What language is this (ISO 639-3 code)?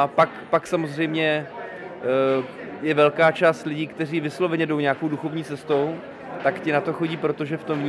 ces